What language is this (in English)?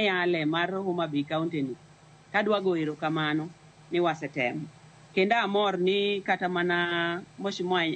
Luo (Kenya and Tanzania)